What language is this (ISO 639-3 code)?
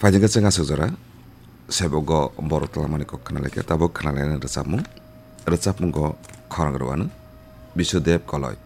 trp